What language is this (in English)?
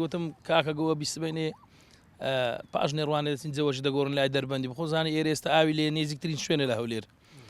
Central Kurdish